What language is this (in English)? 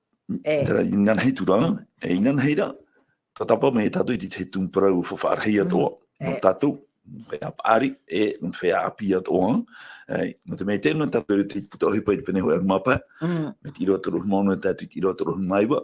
Tahitian